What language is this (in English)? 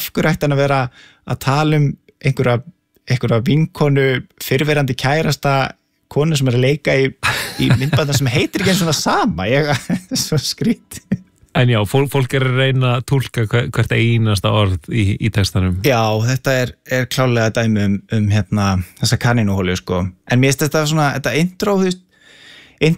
Icelandic